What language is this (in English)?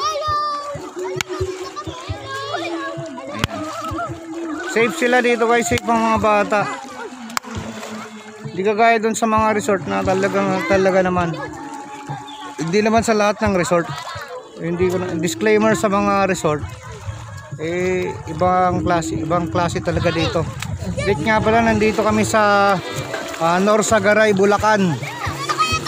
Filipino